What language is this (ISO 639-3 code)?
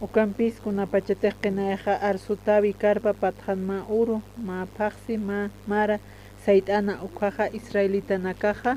aym